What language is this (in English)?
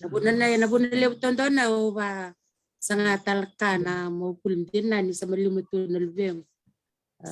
Fijian